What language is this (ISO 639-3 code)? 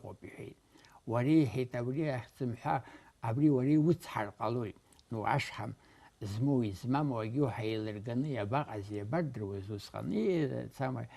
abk